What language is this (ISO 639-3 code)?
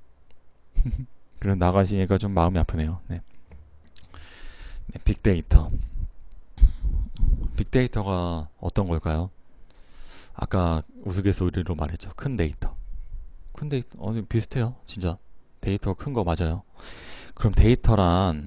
kor